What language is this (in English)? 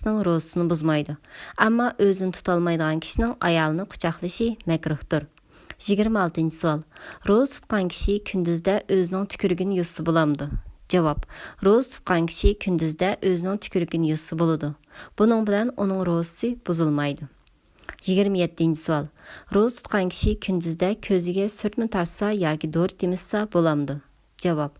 Uyghur